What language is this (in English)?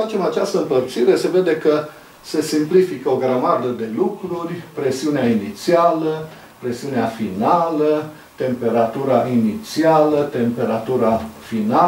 Romanian